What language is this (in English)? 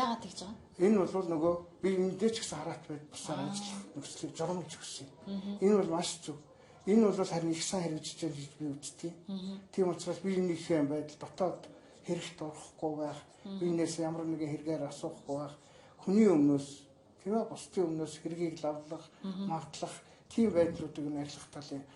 Mongolian